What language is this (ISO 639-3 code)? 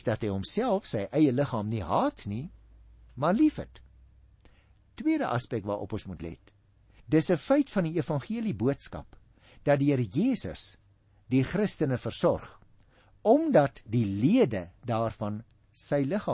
afr